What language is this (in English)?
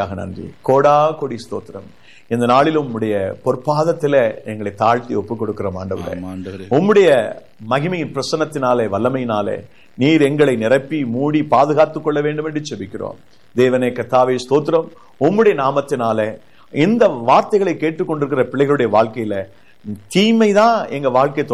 Tamil